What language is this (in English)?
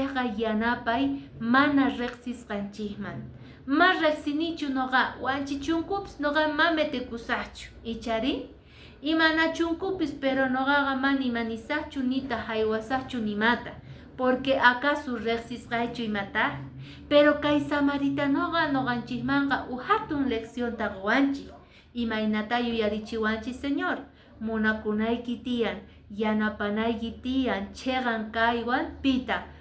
Quechua